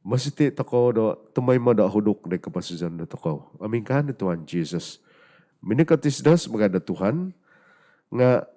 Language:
Central Dusun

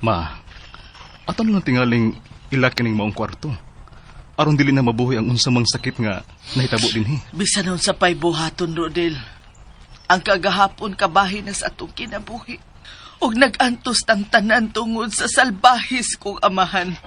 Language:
Cebuano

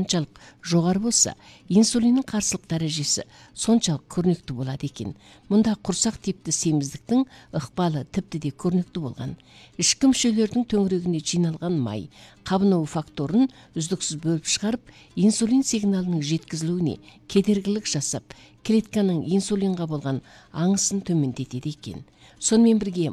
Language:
Kazakh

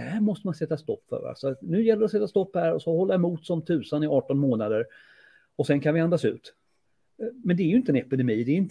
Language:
Swedish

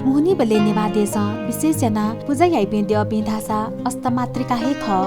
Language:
Newari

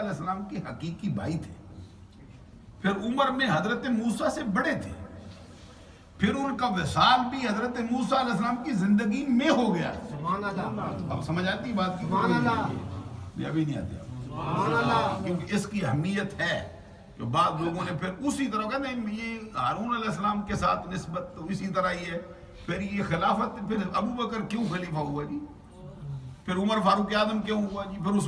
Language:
Urdu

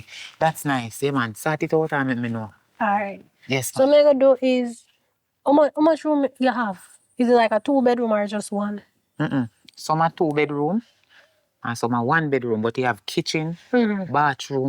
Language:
Jamaican Creole English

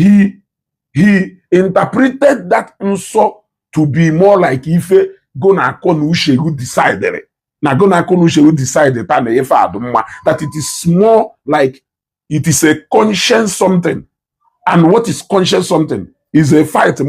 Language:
Igbo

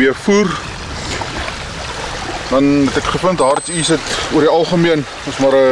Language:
Afrikaans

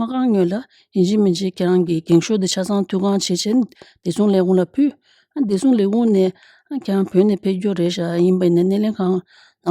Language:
Tibetan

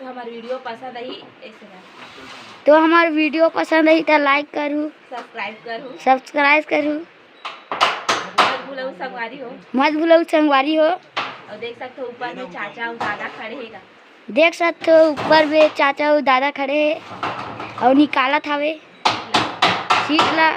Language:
Chhattisgarhi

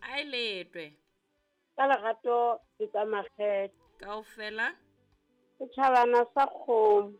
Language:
Southern Sotho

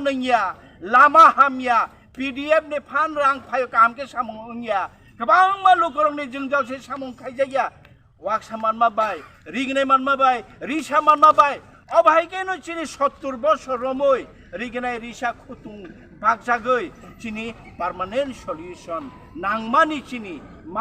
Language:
Kok Borok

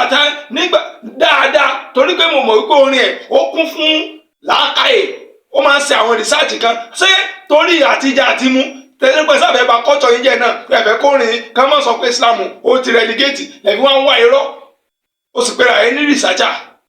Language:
Yoruba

